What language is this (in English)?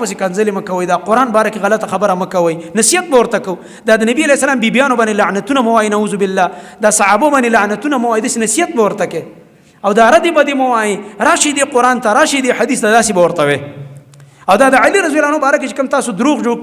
Pashto